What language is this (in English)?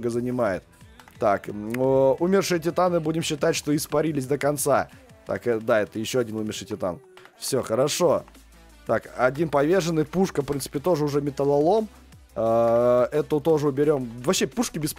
Russian